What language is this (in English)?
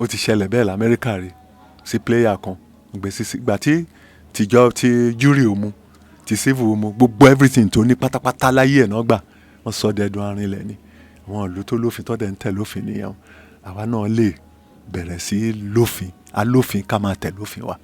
Yoruba